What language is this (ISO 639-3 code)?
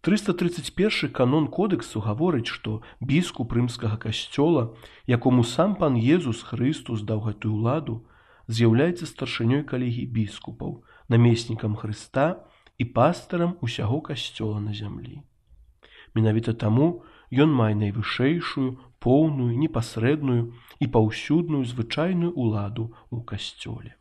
bel